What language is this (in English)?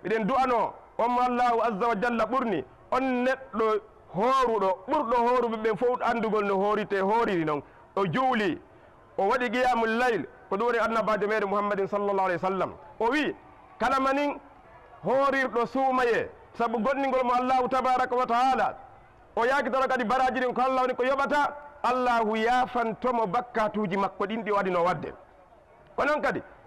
Fula